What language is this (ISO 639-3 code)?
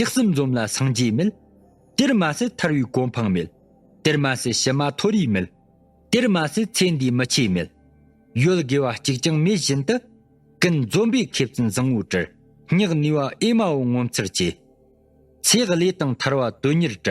bod